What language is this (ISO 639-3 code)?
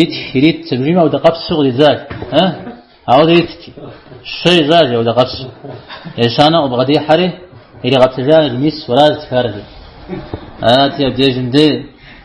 kbd